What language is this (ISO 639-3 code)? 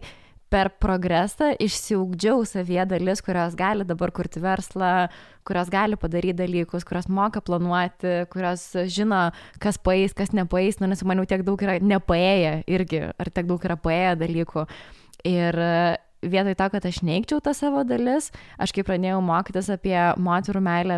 lit